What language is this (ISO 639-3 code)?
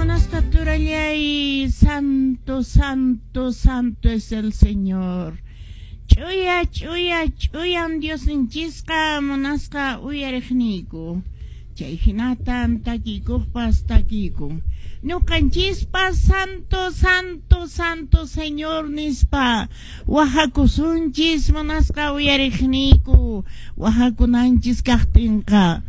que